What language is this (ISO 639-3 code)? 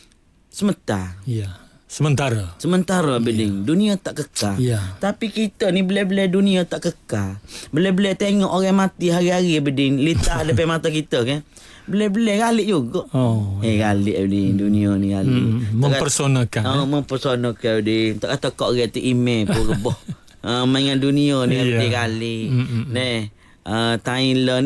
msa